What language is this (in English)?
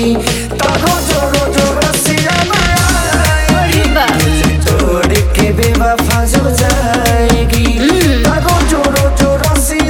Hindi